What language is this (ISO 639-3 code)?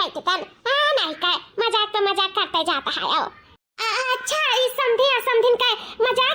awa